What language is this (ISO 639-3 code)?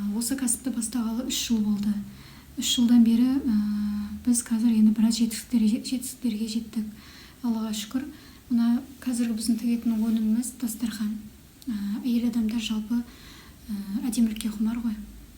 kaz